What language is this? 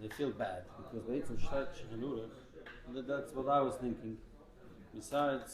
Yiddish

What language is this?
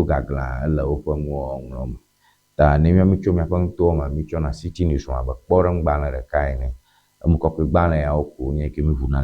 Ewe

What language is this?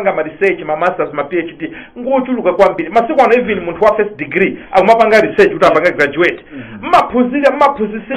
Nyanja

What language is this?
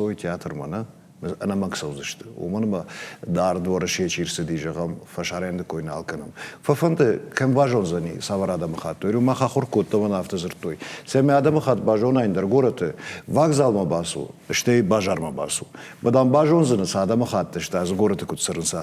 Ossetic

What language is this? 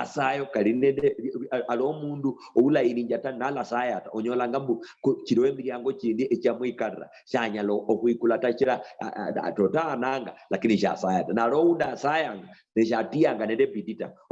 Luyia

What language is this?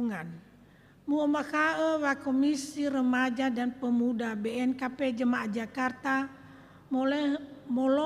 Nias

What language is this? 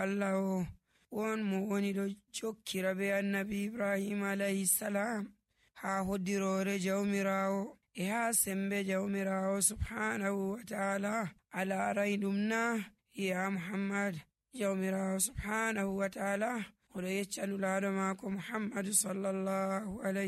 Nigerian Fulfulde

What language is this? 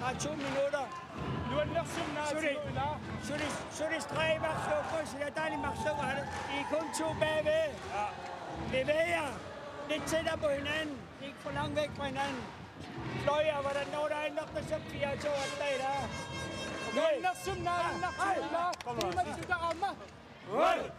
Kalaallisut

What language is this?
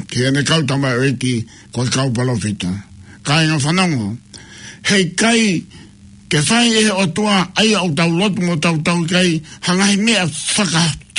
Tongan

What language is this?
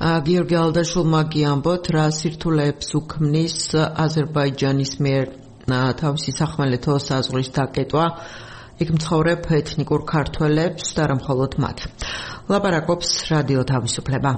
Georgian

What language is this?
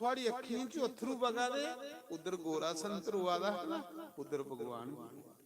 Dogri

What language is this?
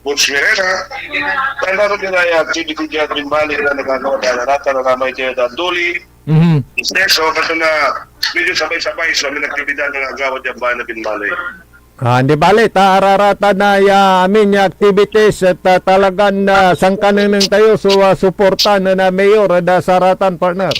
Pangasinan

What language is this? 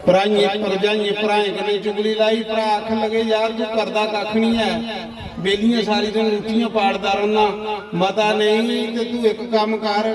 Dogri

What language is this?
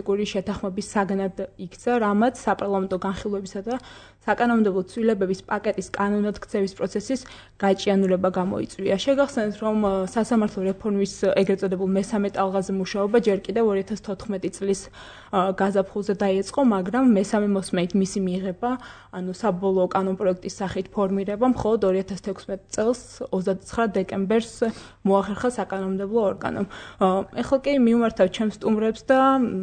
Georgian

